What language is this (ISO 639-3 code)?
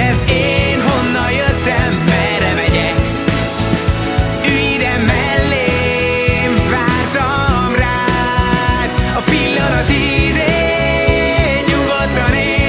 hun